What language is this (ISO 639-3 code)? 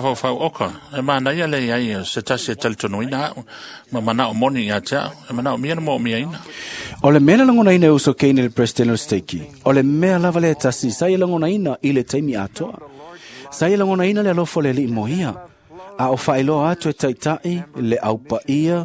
smo